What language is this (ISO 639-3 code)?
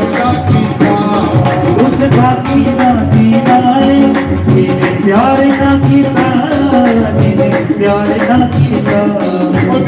doi